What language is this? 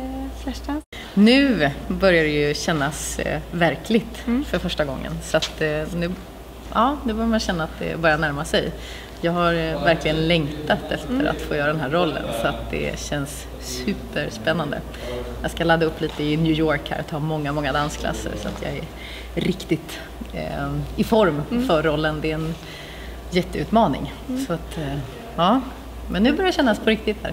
Swedish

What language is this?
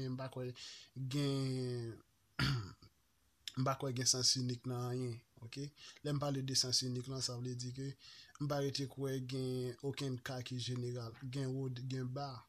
Haitian Creole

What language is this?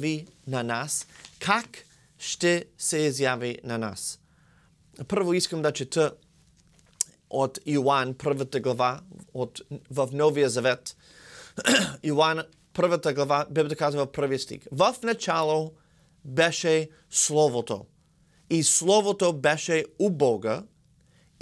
Bulgarian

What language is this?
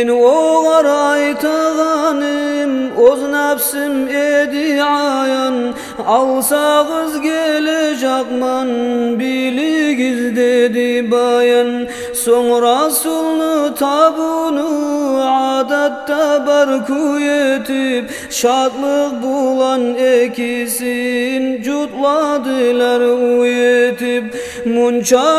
Kumyk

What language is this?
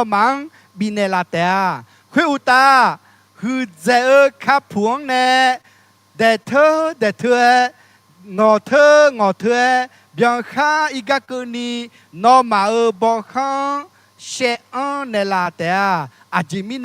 Akha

